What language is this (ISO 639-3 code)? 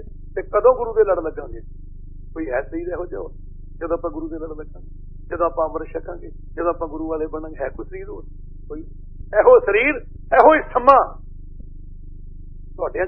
pan